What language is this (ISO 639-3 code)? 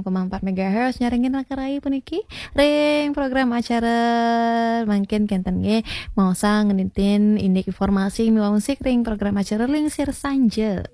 ban